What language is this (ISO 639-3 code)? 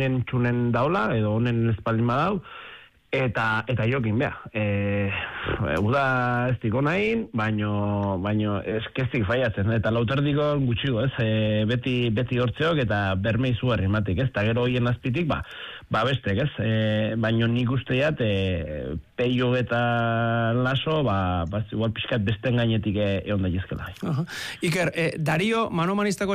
eus